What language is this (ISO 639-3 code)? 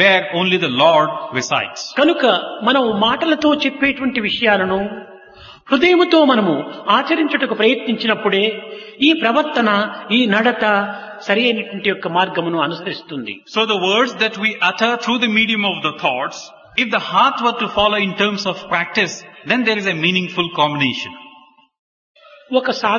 tel